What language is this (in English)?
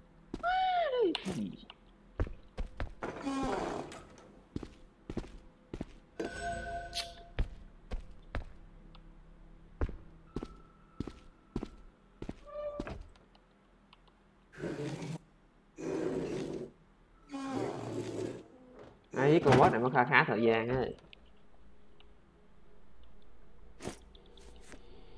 Vietnamese